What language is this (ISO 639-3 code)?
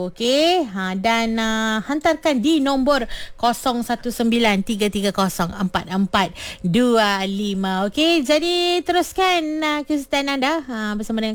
msa